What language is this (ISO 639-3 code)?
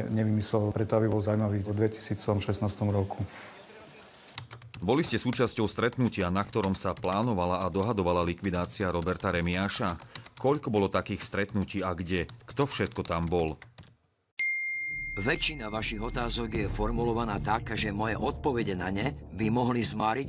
slk